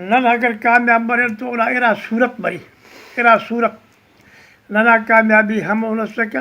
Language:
Brahui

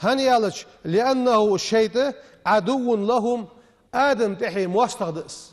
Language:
Ingush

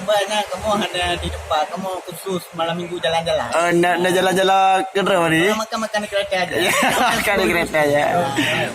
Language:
Achinese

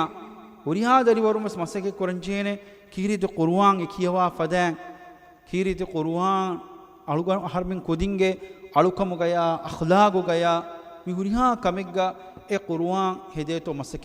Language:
Divehi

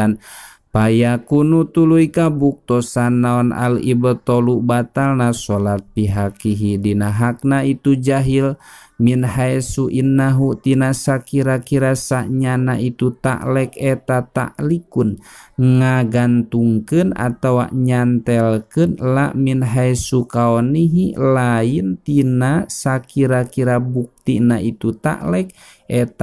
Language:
Sundanese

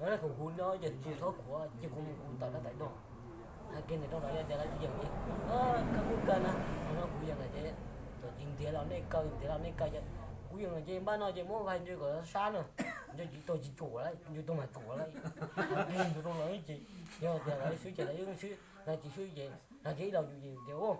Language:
Hmong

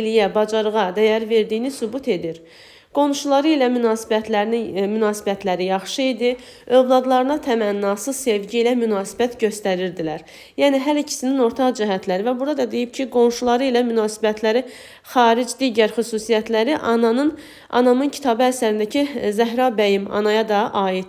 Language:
Azerbaijani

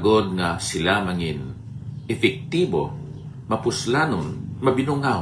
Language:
Hiligaynon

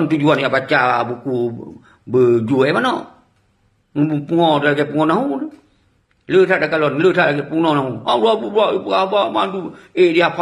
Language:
Achinese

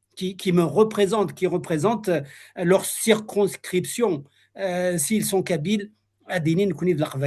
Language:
Kabyle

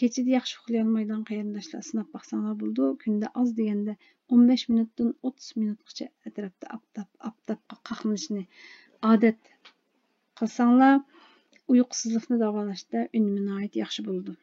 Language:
Uyghur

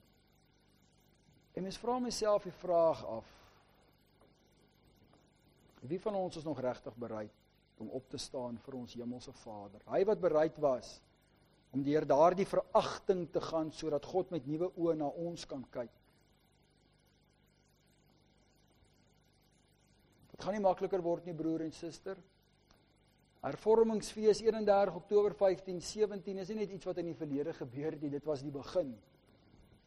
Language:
Afrikaans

